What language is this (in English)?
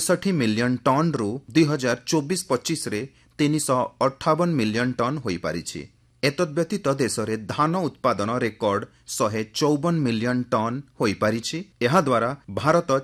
Odia